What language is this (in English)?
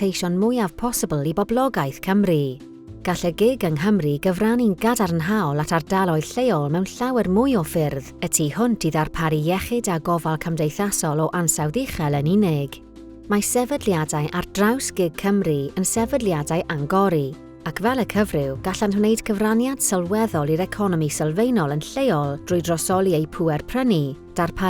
Welsh